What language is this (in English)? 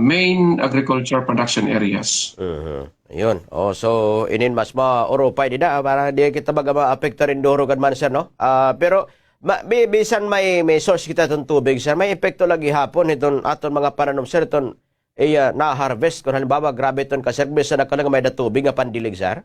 Waray